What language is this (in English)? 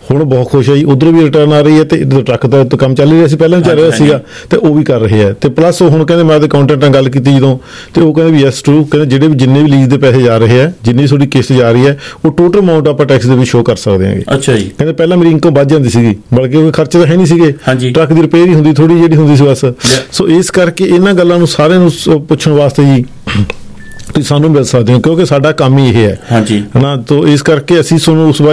Punjabi